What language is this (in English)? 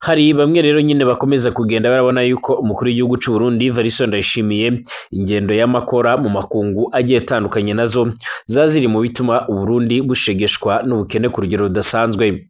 Rundi